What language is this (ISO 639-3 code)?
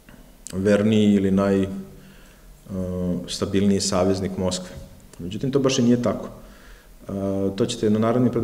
srp